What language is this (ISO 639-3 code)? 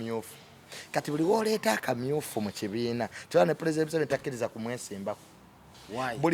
lug